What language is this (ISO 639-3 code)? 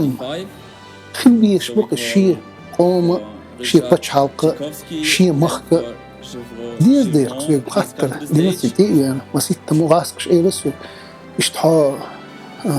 che